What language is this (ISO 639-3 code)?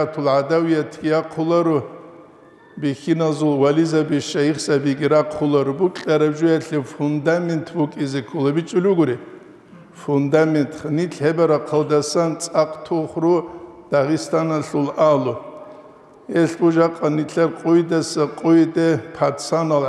ava